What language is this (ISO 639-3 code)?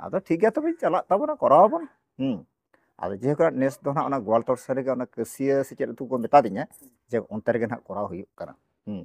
sat